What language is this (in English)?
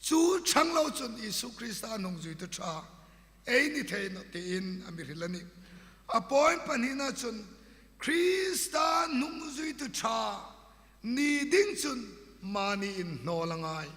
Hmar